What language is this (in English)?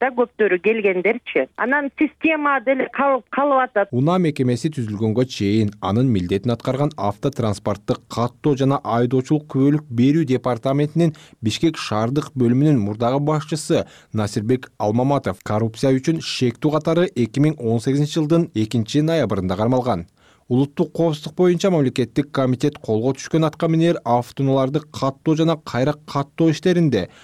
Kyrgyz